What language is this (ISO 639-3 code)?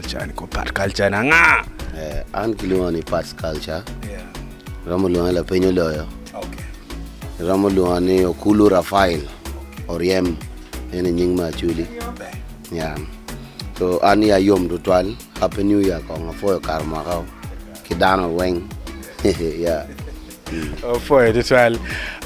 ach